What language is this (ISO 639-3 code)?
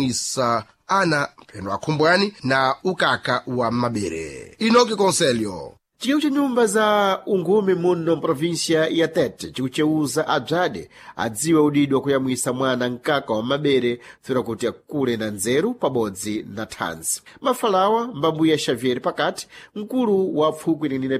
seh